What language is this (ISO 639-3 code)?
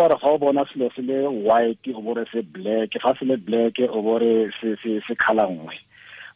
tsn